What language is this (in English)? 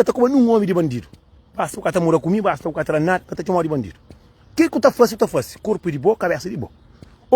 Kabuverdianu